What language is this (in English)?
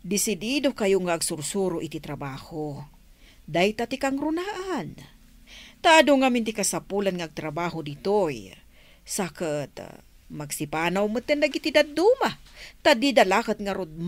Iloko